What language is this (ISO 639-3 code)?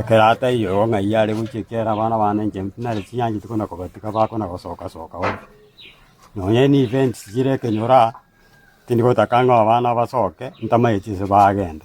guz